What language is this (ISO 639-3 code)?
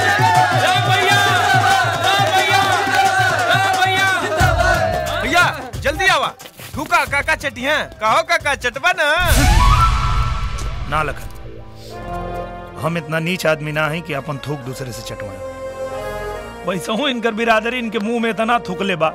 bho